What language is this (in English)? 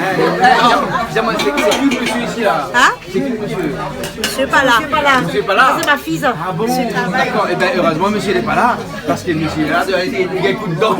Réunion Creole French